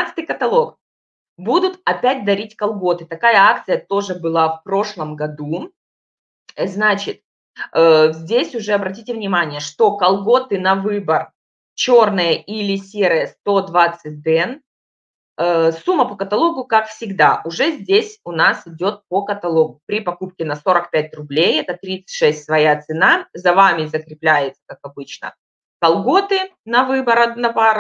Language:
Russian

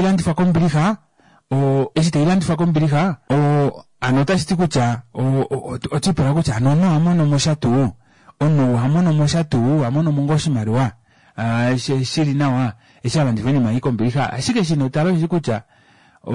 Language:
Kuanyama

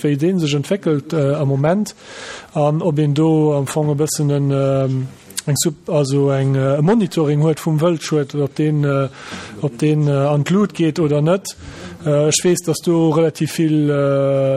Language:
Luxembourgish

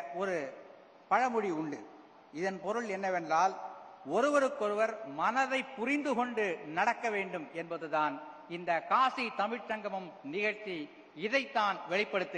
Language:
Tamil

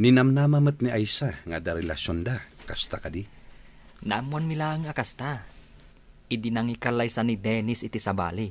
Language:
Iloko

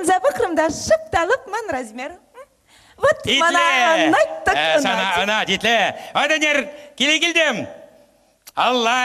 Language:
Chuvash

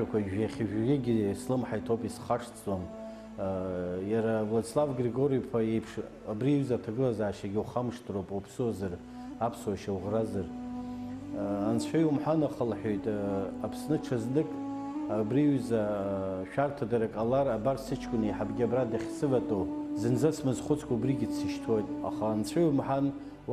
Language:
Abkhazian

